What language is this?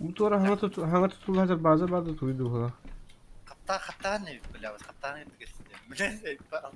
Yakut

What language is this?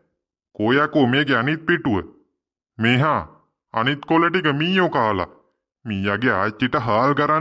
Sinhala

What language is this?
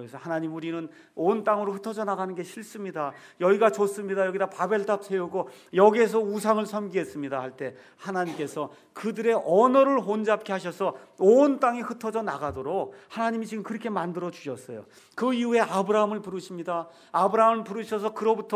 Korean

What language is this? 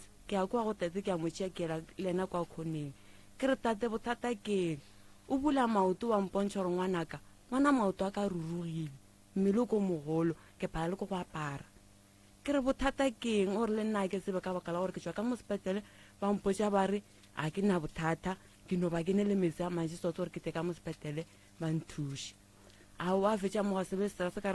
Northern Sotho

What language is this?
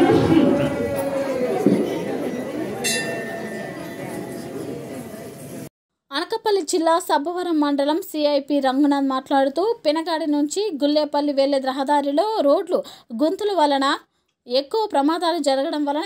Telugu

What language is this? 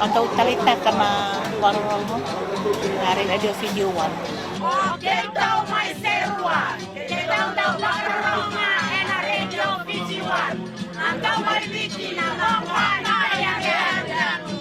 Fijian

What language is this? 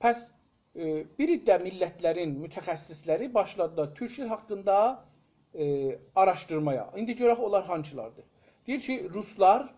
South Azerbaijani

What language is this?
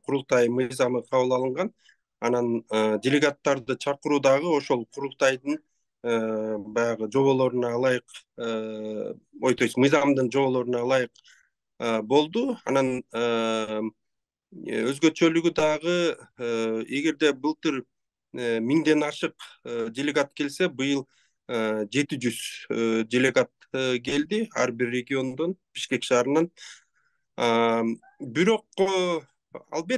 Kyrgyz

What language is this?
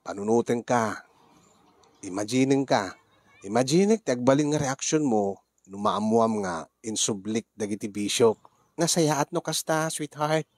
Iloko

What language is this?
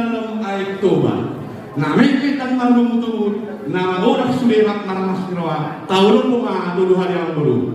Batak Toba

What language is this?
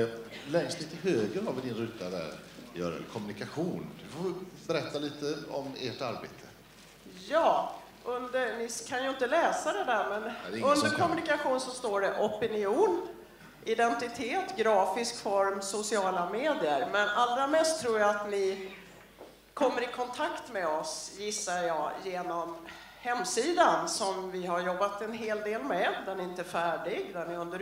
Swedish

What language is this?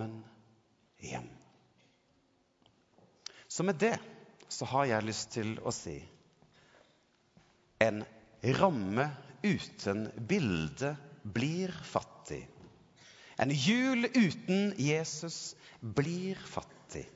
Norwegian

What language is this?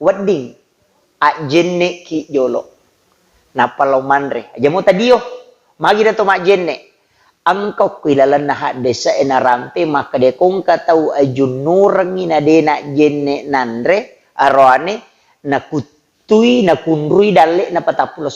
Buginese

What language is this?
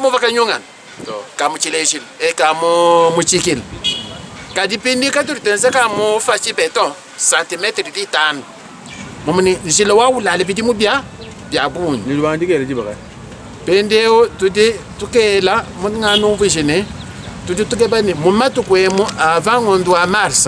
Luba-Lulua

